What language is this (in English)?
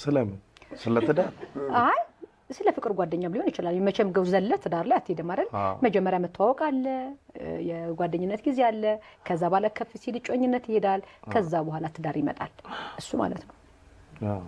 Amharic